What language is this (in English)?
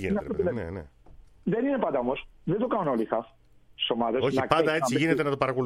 Greek